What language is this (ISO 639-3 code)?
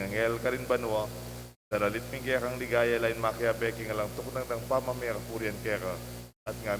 pam